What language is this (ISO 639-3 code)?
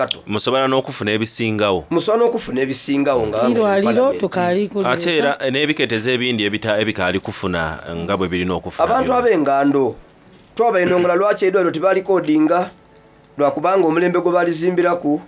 xog